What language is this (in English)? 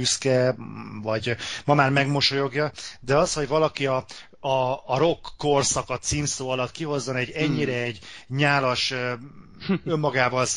Hungarian